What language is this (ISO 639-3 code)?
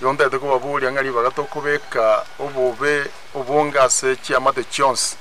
guz